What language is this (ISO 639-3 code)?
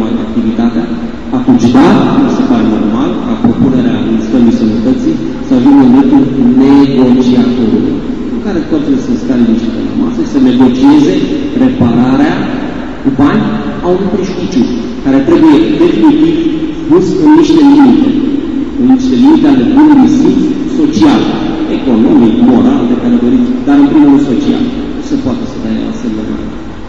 ron